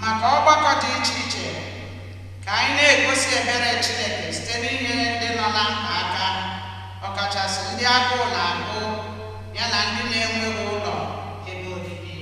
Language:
Igbo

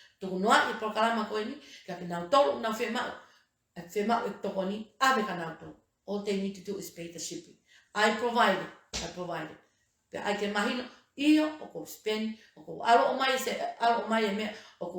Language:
Tongan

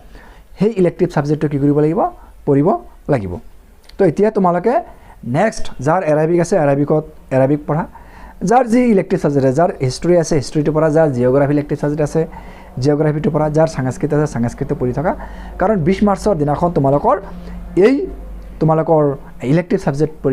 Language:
Assamese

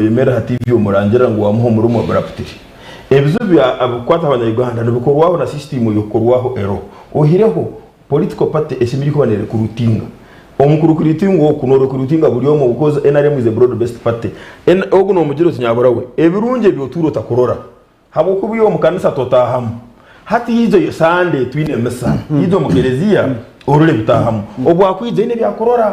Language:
Nyankole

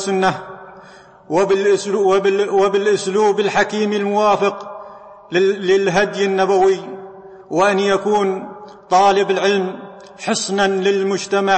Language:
Arabic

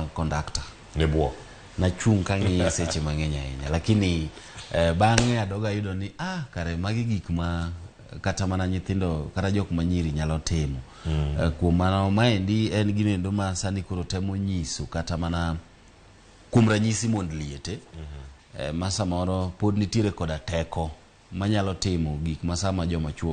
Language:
Luo (Kenya and Tanzania)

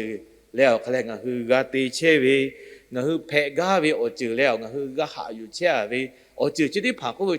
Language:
Lahu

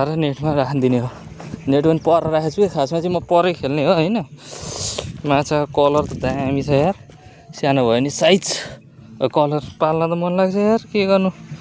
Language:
Nepali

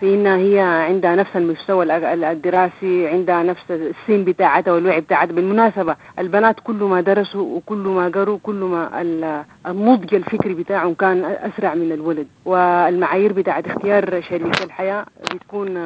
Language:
Sudanese Arabic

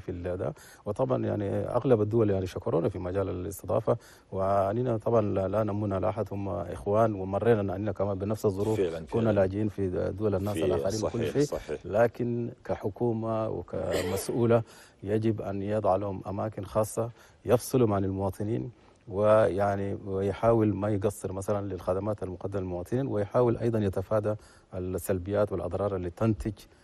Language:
Chadian Arabic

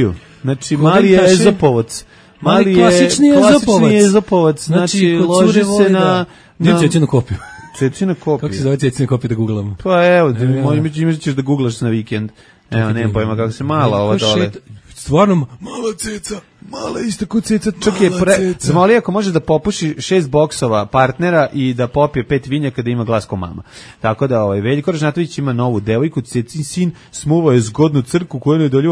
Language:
Serbian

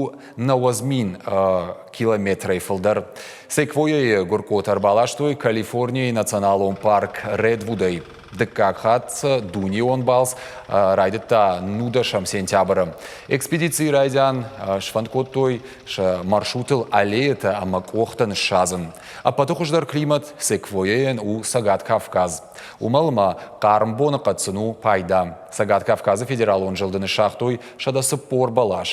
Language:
Ossetic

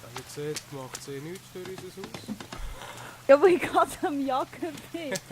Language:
Swiss German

